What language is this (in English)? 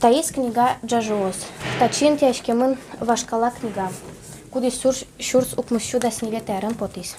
Udmurt